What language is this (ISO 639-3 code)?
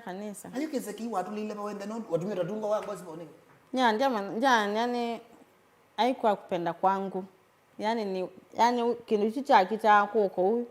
kam